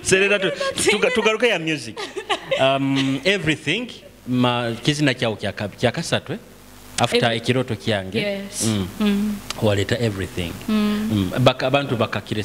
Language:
Nyoro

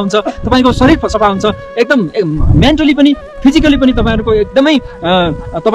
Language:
Nepali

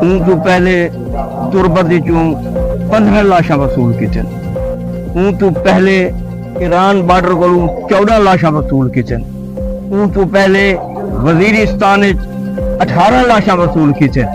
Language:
Saraiki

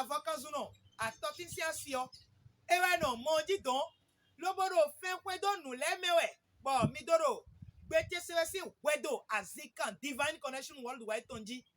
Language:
Fon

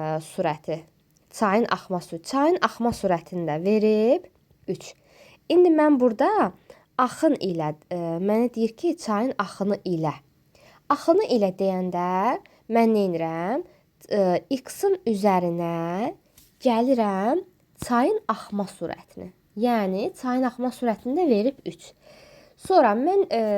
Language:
Azerbaijani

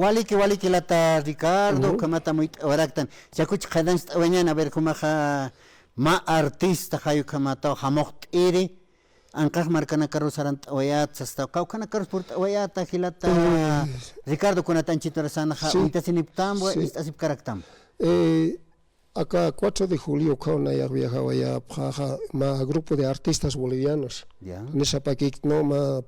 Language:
Aymara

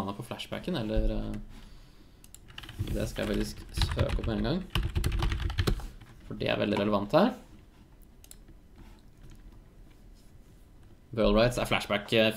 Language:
Norwegian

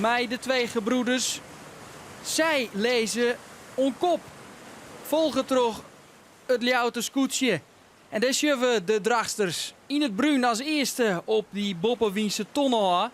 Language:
Western Frisian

